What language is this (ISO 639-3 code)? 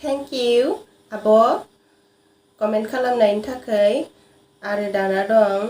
brx